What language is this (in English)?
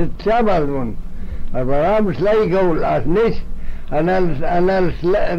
Manx